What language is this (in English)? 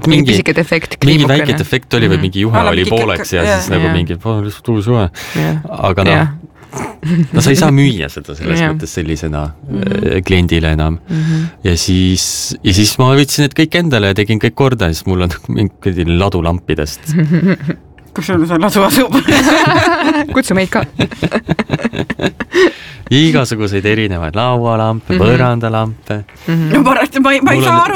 Estonian